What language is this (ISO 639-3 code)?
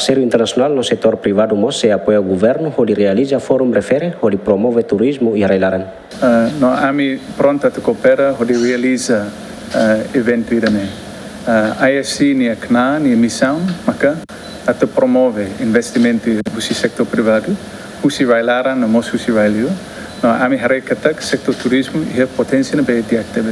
tet